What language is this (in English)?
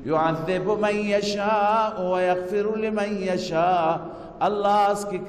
Persian